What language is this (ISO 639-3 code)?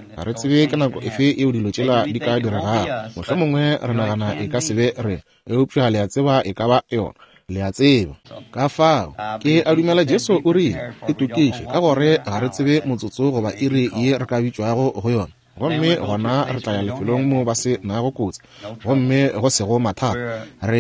nso